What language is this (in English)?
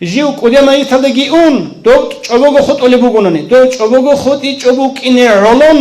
Avaric